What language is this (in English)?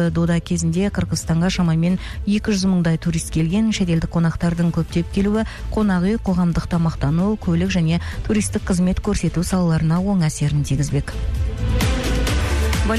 Kazakh